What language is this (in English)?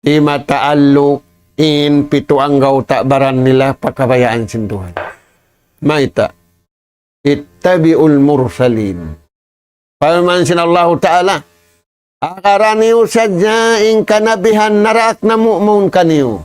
Tausug